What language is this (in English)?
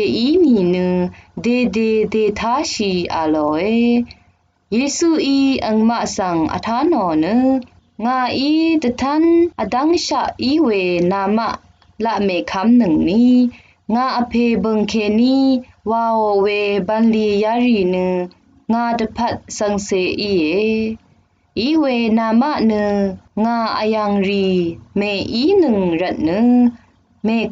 Rawang